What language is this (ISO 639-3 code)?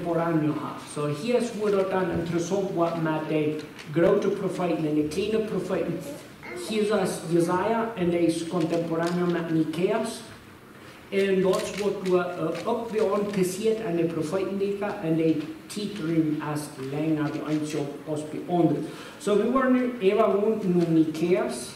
pdt